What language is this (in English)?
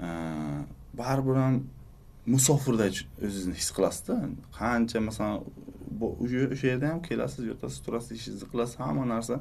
Uzbek